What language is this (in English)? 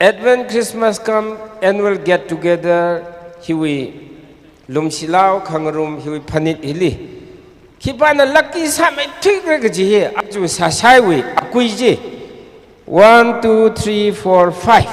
Tangkhul Naga (India)